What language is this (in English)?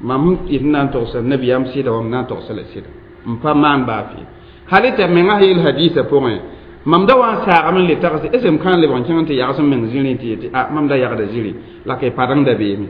Mossi